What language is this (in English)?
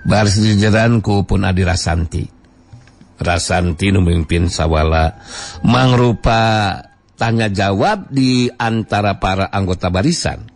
Sundanese